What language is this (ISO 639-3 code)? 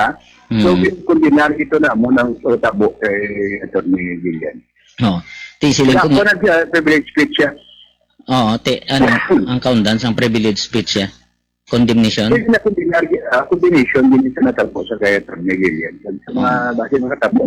hil